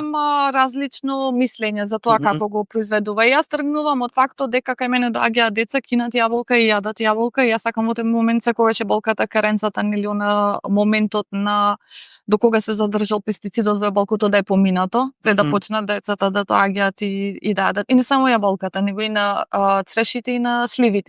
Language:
Macedonian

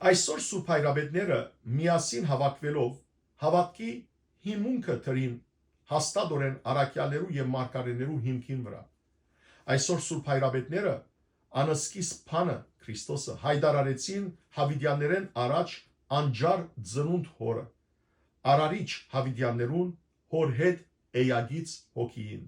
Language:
Western Armenian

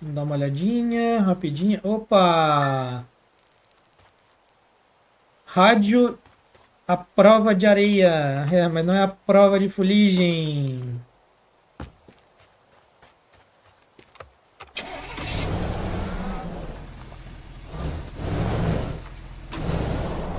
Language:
Portuguese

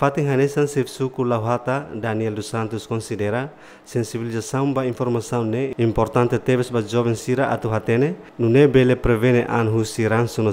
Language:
Tetum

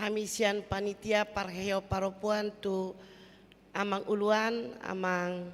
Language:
Batak Toba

